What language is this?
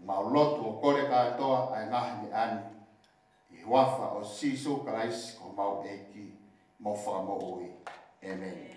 Tongan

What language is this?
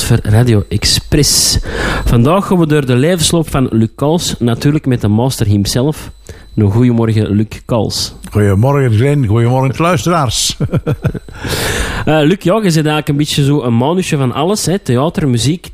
Dutch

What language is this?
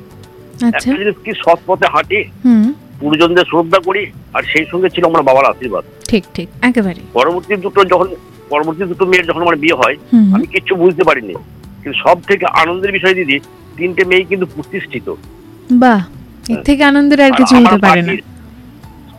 Bangla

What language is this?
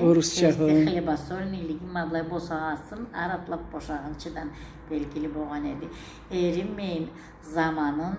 Karachay-Balkar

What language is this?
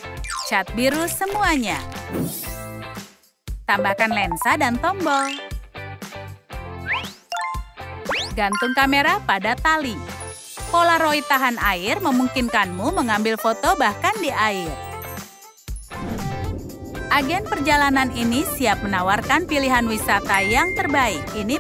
Indonesian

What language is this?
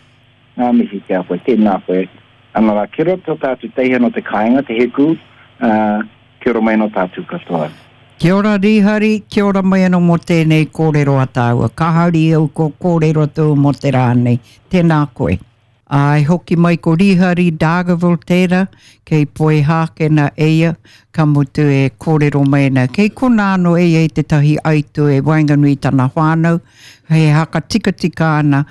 Māori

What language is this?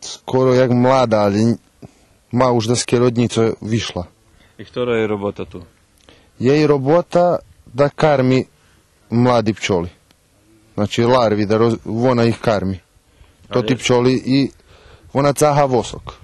Rusyn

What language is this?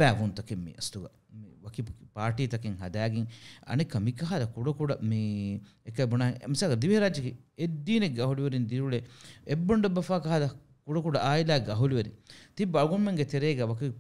Divehi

